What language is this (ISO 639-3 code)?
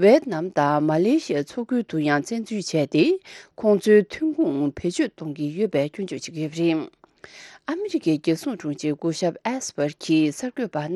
bod